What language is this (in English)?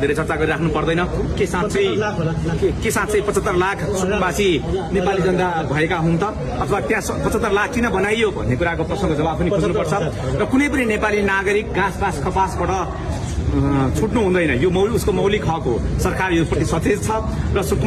Nepali